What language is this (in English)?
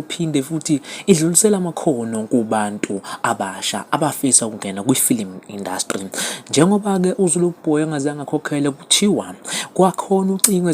Zulu